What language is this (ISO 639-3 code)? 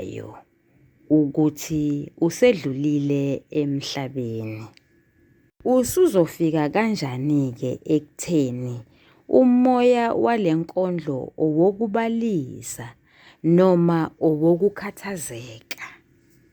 zul